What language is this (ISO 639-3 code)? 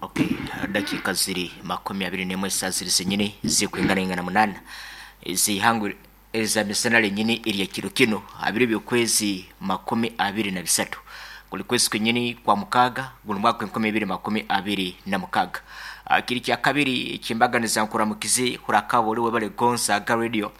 nyn